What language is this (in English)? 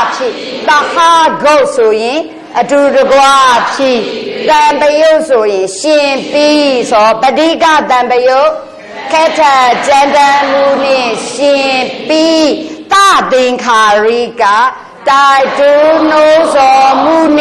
Burmese